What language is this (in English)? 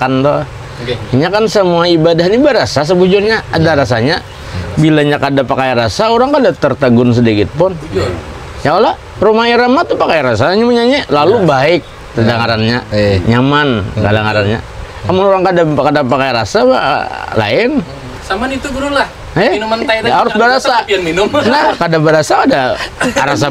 Banjar